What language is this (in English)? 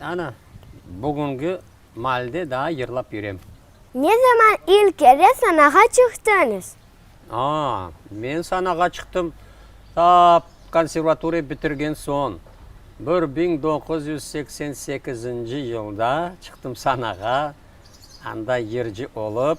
Crimean Tatar